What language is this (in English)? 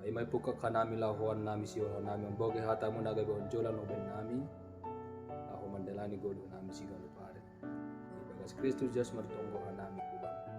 Batak Simalungun